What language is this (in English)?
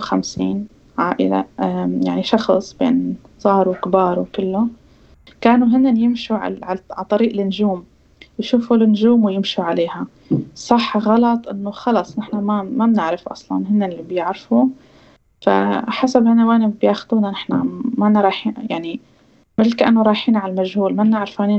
North Levantine Arabic